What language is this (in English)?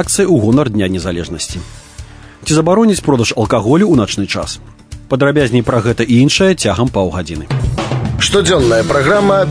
Belarusian